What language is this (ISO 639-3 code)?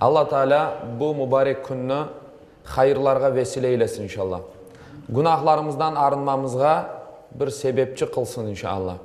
crh